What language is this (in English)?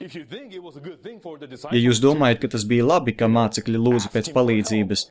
Latvian